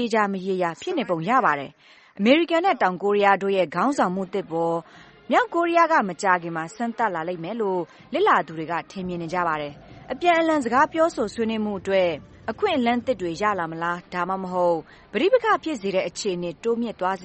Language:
Burmese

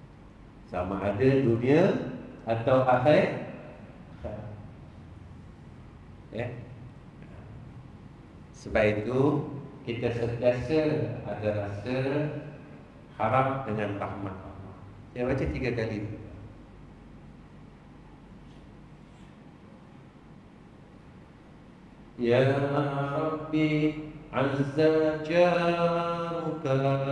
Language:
Malay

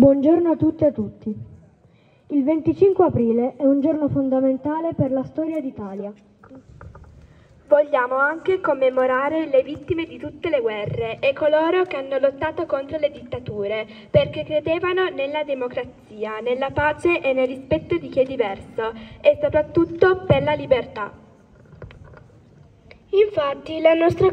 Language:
Italian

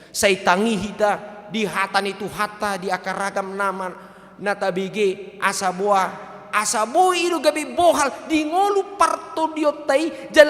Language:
Batak Toba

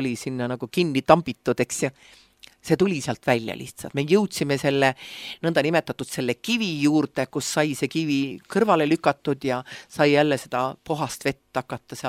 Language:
Estonian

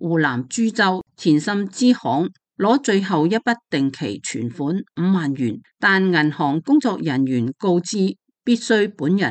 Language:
Cantonese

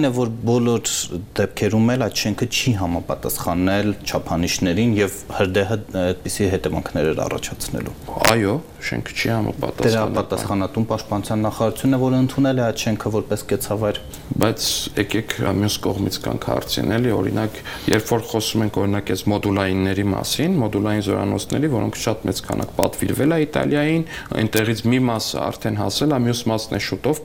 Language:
Armenian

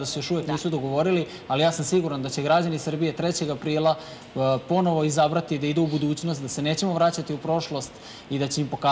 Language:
Serbian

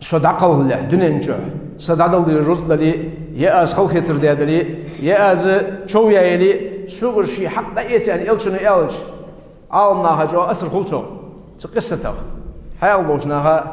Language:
Ingush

